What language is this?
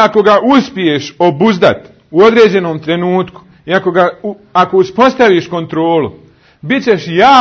Bosnian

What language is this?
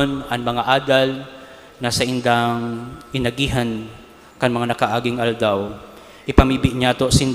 Bikol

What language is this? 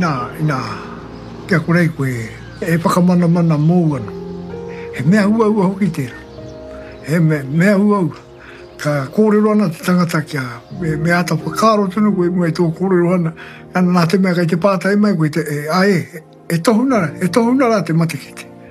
Māori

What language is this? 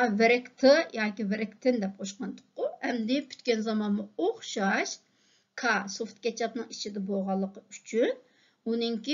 Uyghur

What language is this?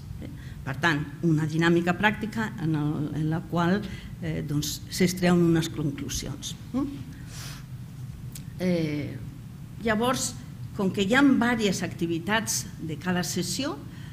Catalan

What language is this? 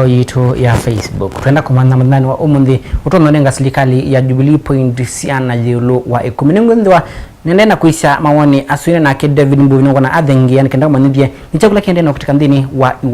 Kamba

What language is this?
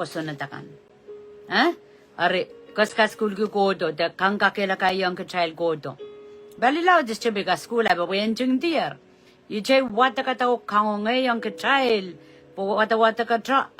Pohnpeian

